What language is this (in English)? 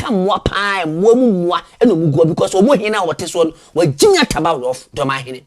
Akan